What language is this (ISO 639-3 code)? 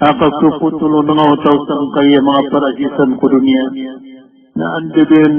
mrw